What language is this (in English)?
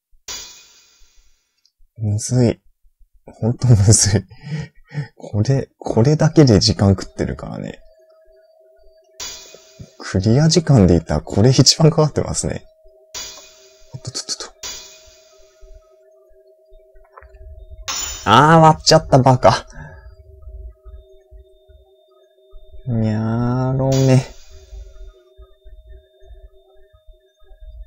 Japanese